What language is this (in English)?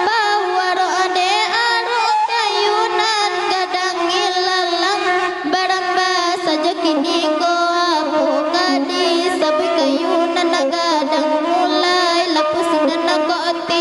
Minangkabau